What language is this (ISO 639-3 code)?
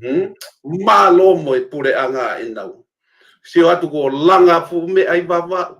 ton